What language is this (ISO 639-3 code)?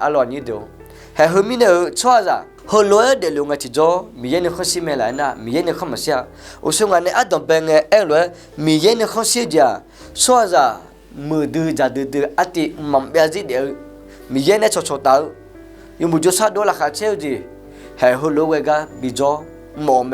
ahk